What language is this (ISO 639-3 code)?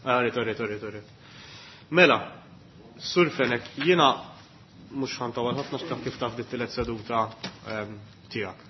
mlt